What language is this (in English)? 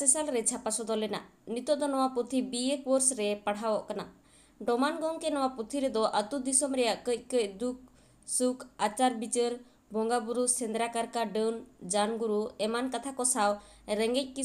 Santali